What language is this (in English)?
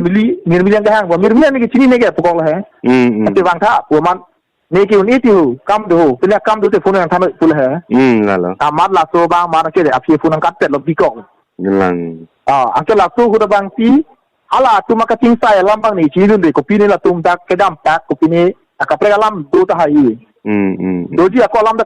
Karbi